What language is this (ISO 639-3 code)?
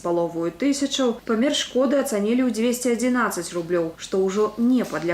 bel